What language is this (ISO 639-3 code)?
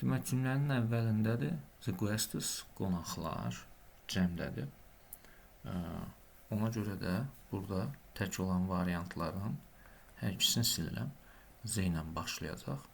aze